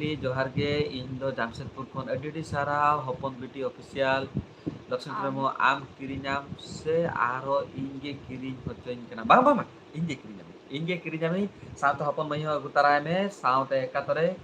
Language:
Santali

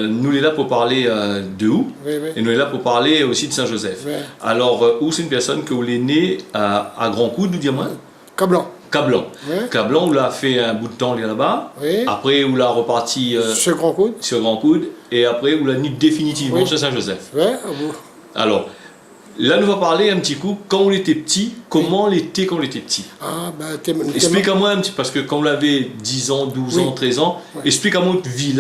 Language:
Réunion Creole French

